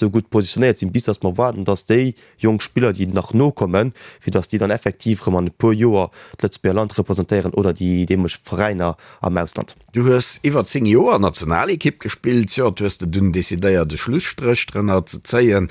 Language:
Luxembourgish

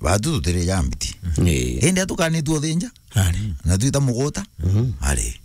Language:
Meru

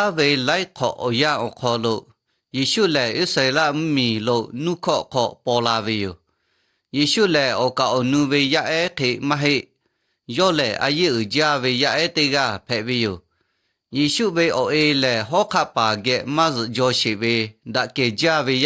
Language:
Lahu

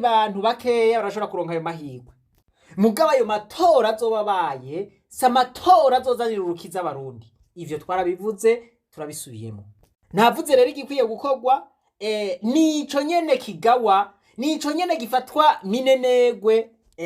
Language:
Rundi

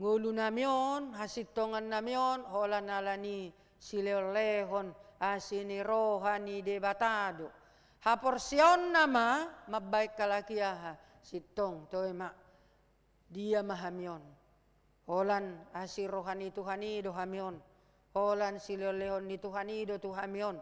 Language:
Batak Toba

